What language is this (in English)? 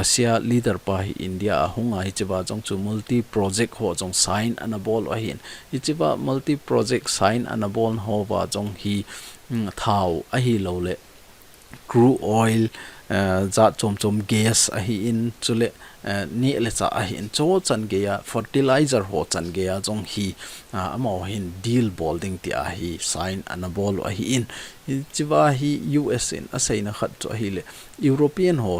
Thado Chin